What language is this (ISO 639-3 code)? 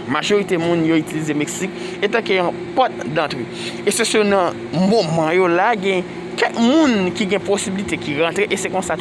hat